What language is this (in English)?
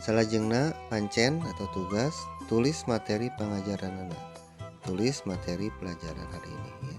Sundanese